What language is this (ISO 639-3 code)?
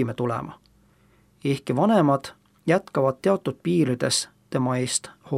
est